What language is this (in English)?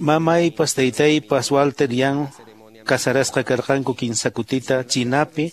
Quechua